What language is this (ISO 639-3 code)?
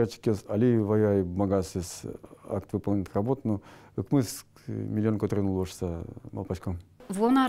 udm